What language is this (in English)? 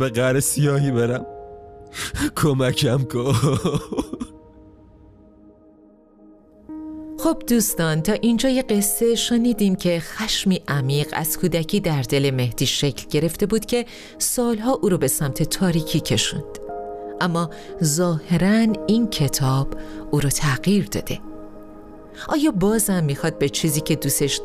Persian